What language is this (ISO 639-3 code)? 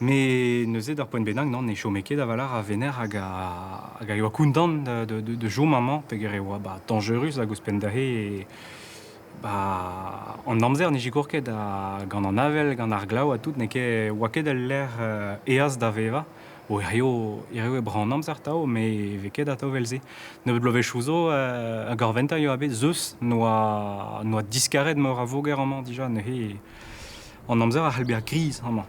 bre